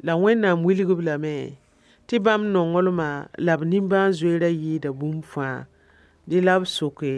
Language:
Mossi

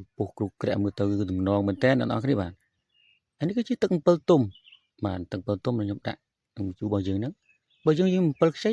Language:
Khmer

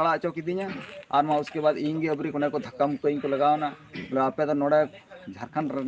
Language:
Santali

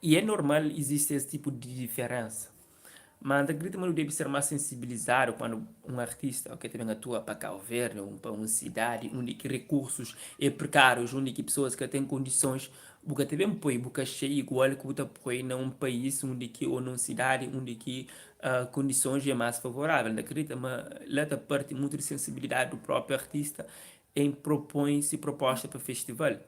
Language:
Kabuverdianu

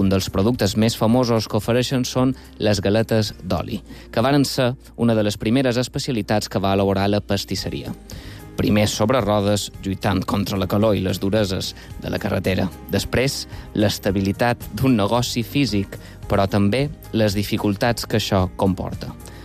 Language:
Catalan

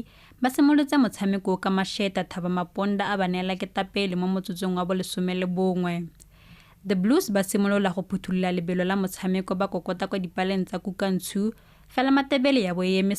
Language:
Tswana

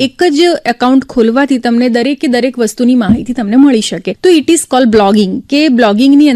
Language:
Gujarati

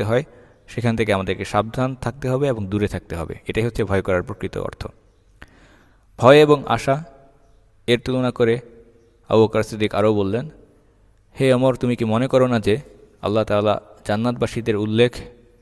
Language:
Bangla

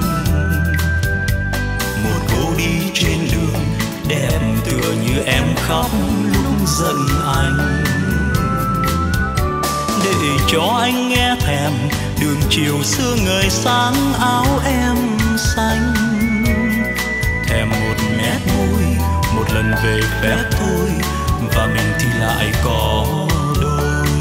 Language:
Vietnamese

